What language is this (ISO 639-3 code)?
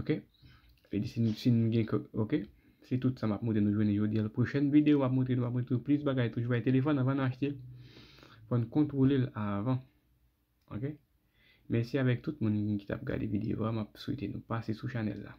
hat